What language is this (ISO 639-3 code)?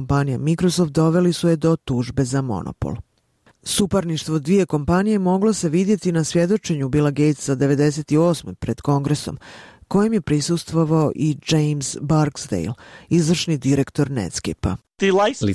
bos